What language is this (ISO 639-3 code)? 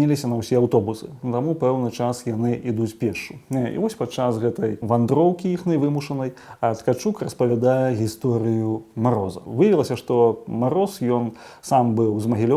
bel